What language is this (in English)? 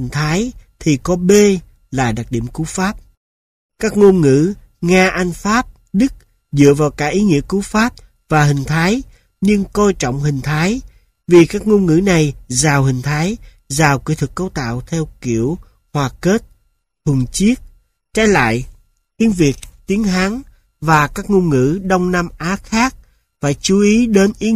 Vietnamese